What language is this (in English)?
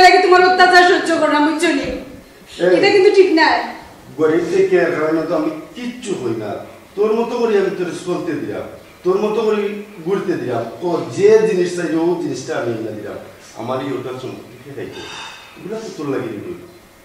Sylheti